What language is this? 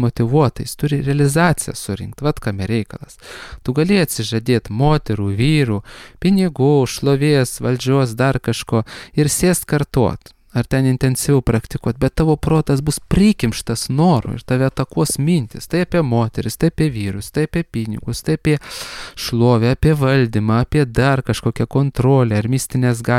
Lithuanian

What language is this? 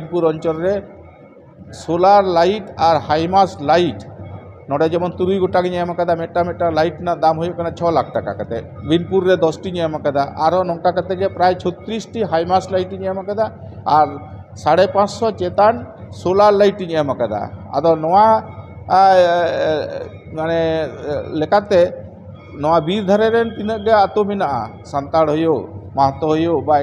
Santali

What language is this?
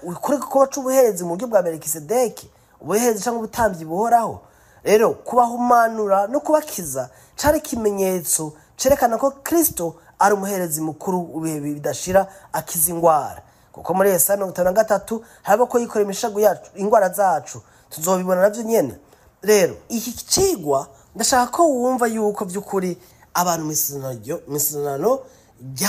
Rundi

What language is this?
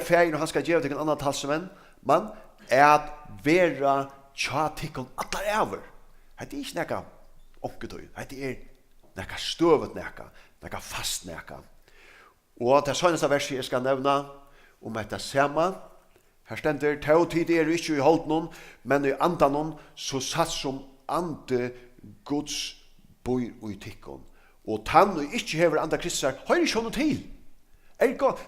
Faroese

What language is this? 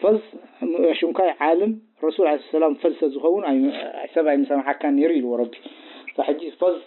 Tigrinya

